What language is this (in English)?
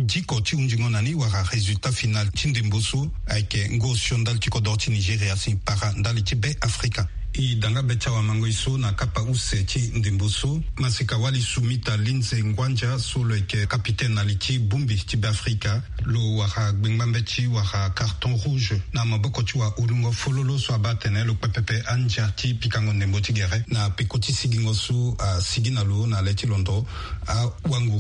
Sango